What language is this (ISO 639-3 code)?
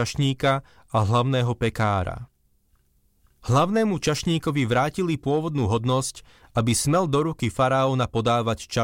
slk